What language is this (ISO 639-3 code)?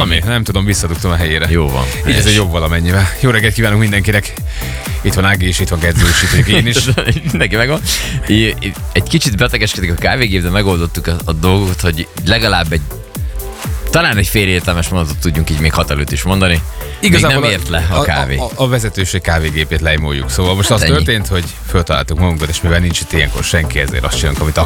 hun